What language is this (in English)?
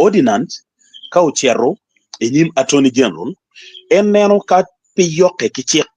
Acoli